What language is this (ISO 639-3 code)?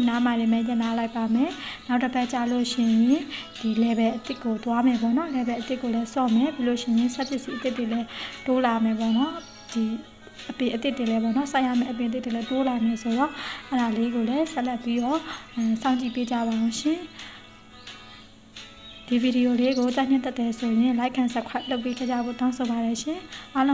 mya